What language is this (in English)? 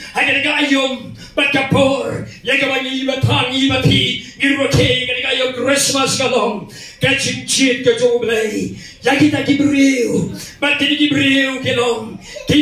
Khasi